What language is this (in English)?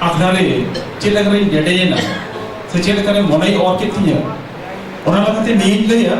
Santali